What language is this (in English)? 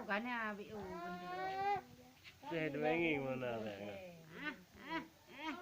Achinese